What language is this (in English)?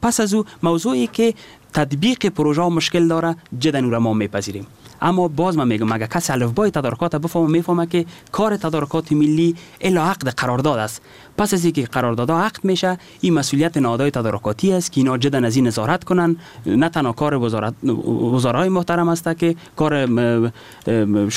Persian